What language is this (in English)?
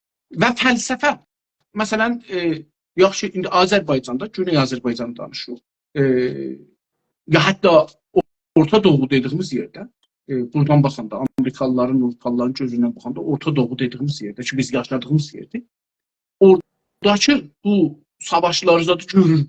South Azerbaijani